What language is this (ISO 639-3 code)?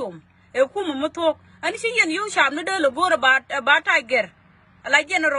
nus